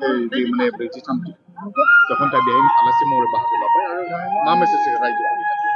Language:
Bodo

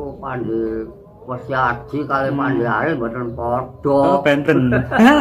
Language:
Javanese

